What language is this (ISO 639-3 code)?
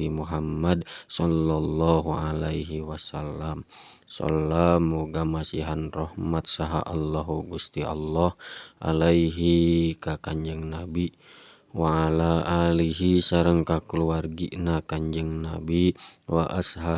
sun